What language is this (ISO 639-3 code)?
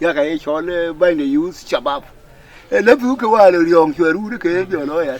din